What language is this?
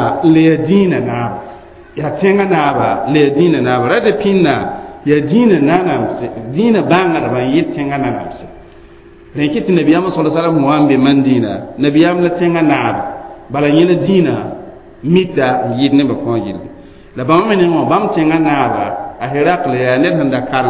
Mossi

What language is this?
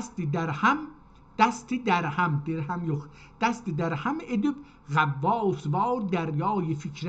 South Azerbaijani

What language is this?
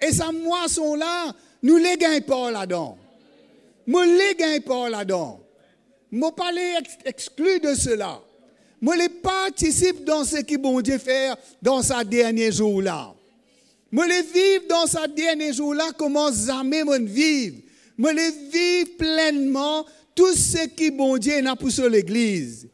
Morisyen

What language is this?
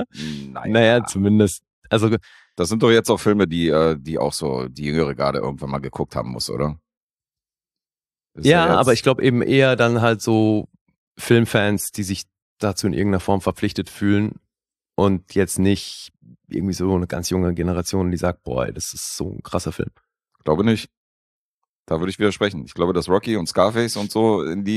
German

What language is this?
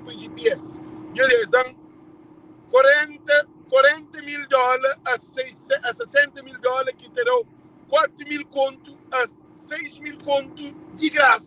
Kabuverdianu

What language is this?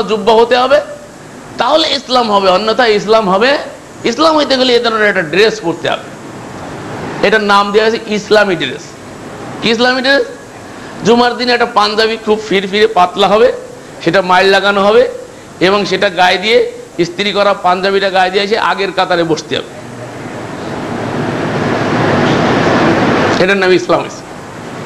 Bangla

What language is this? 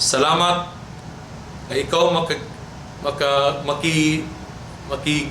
Cebuano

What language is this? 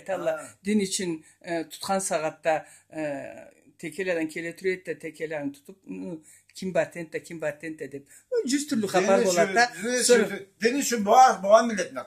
Karachay-Balkar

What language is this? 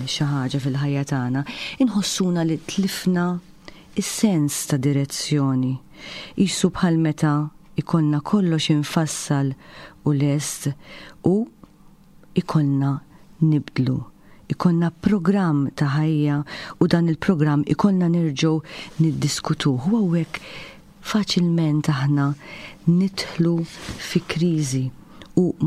Maltese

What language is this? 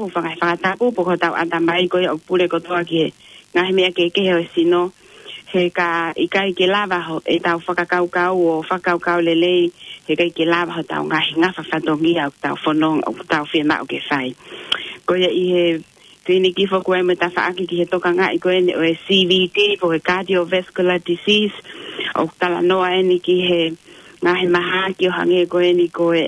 Tongan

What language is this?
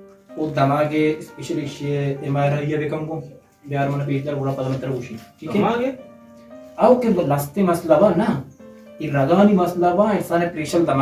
Baluchi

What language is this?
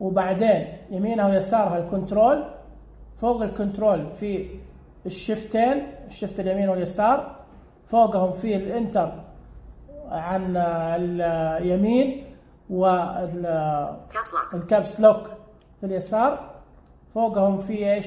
Najdi Arabic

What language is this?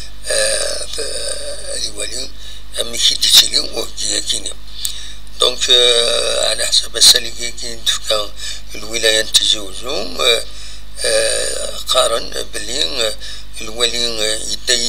Kabyle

